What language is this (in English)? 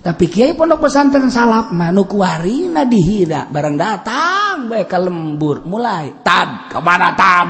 Sundanese